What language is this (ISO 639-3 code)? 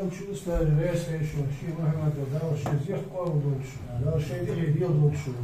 inh